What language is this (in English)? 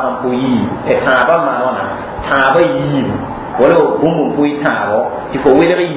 Mossi